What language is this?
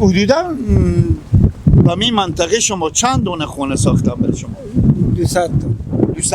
Persian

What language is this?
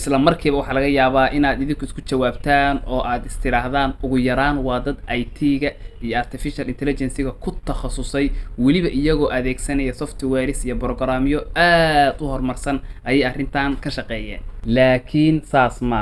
Somali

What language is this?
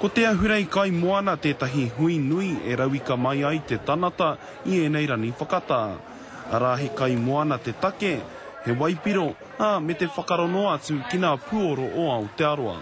Māori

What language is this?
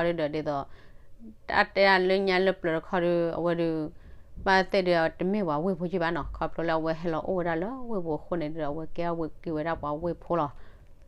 S'gaw Karen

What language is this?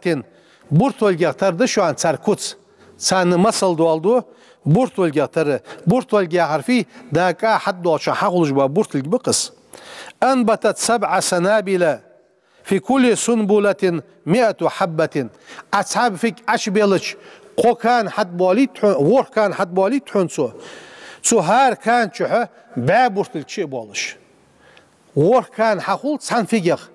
Ingush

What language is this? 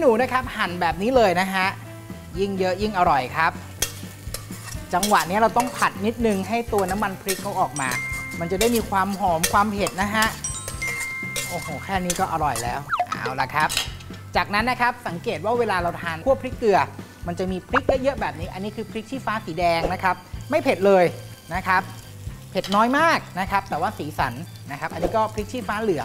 Thai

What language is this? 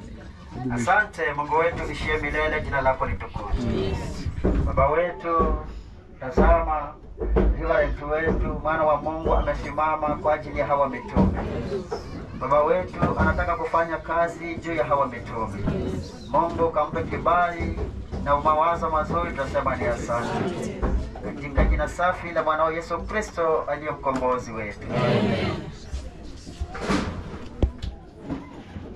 Swahili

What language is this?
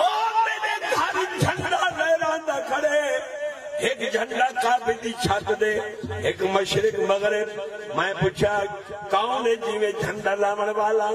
Saraiki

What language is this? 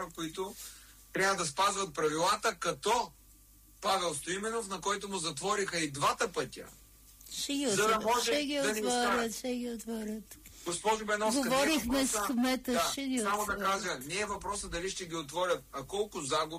Bulgarian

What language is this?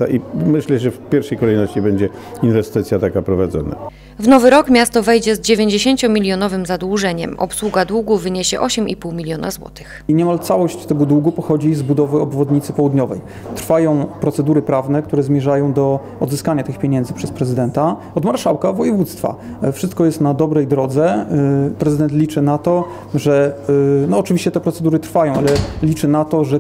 Polish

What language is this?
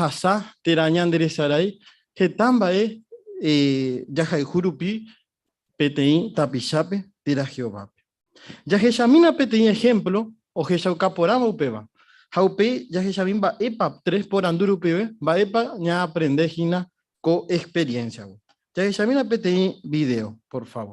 Guarani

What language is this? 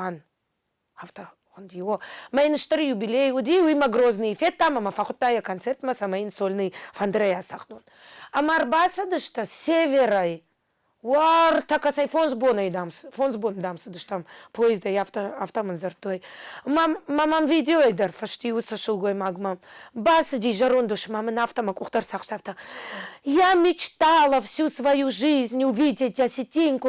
Ossetic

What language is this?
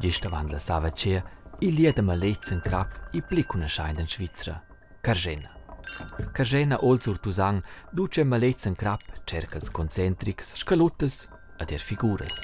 Romansh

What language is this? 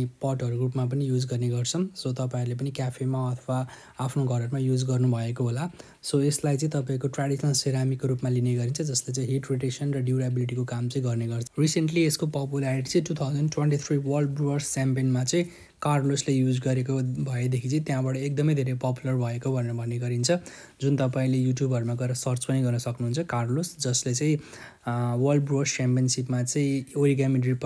Nepali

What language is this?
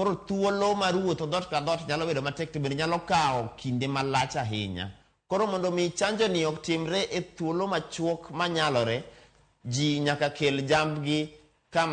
Luo (Kenya and Tanzania)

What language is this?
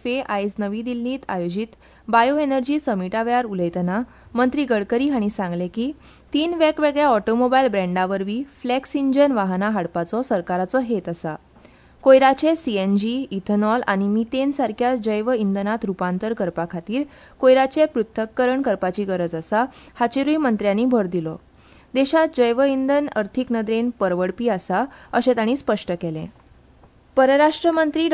Konkani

